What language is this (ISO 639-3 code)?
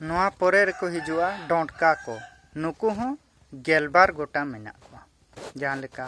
sat